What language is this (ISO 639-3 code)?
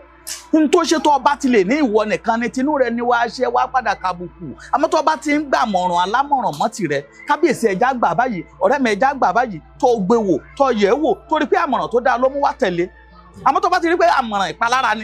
yor